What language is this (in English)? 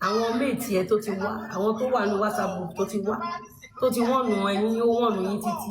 Yoruba